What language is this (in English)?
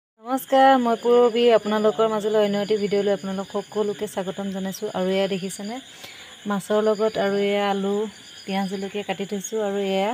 Assamese